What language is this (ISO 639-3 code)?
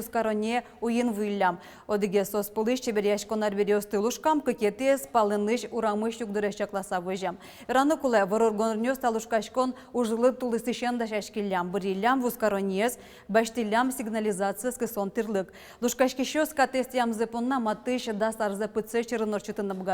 udm